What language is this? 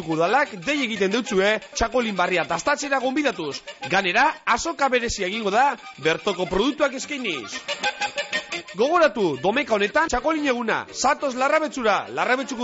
Basque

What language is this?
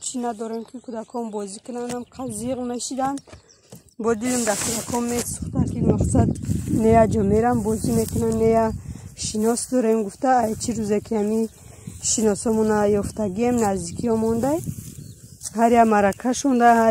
Tajik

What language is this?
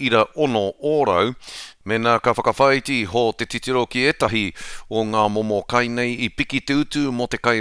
Māori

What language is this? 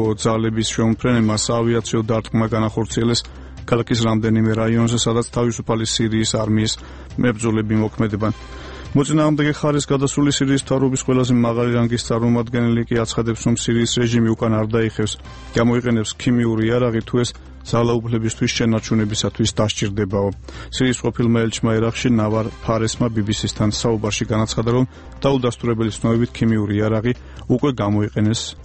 Georgian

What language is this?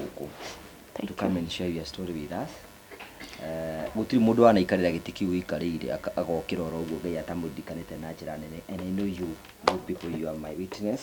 Kikuyu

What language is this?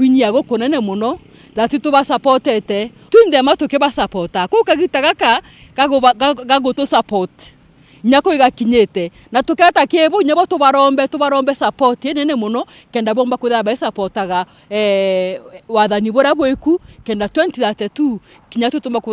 Meru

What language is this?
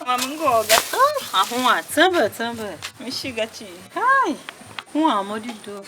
Tiv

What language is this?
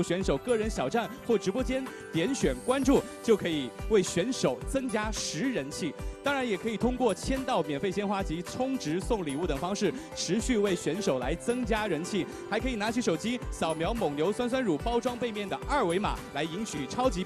Chinese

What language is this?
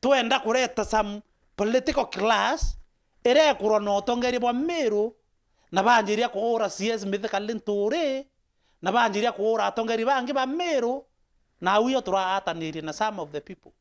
Meru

